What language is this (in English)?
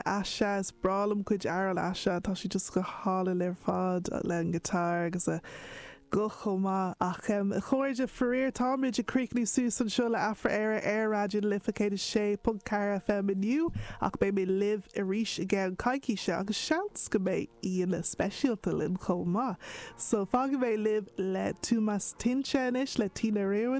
Irish